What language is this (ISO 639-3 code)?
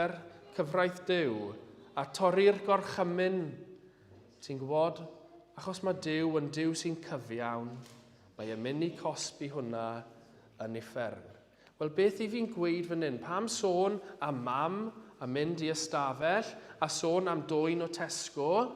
cym